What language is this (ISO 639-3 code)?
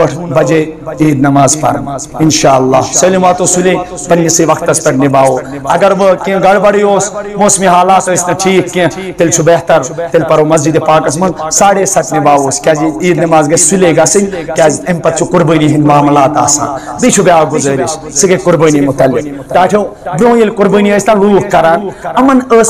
kas